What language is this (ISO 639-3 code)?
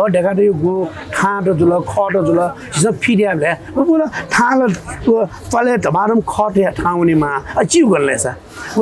new